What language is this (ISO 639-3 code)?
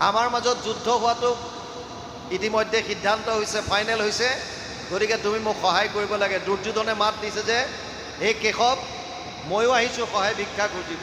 asm